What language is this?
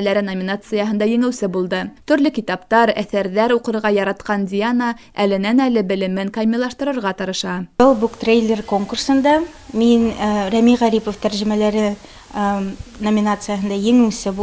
Bashkir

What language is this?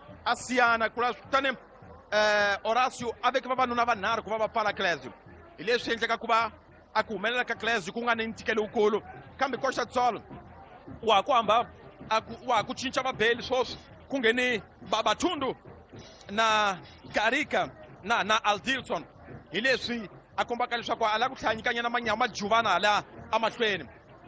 Tsonga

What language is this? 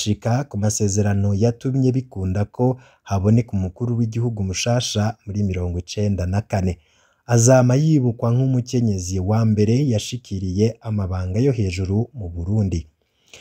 Rundi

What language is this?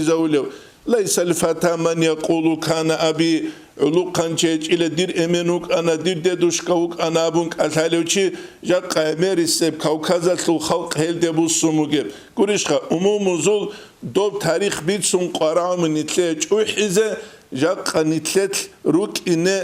Avaric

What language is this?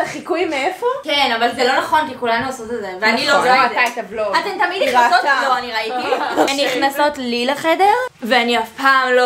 Hebrew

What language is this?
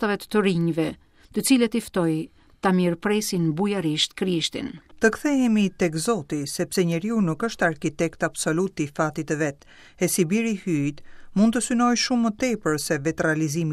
Albanian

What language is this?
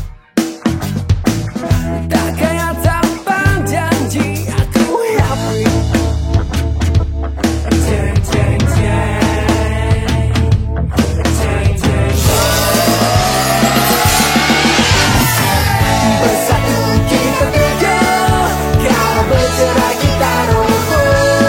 Malay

